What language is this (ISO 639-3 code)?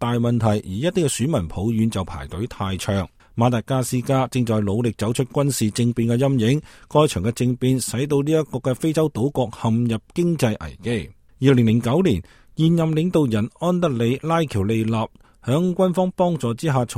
yue